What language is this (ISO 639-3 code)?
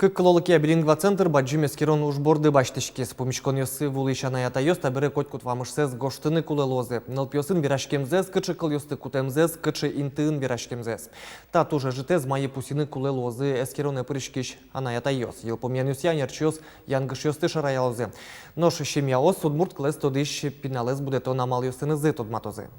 udm